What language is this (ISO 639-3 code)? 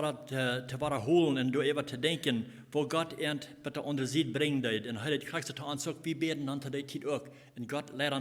pdt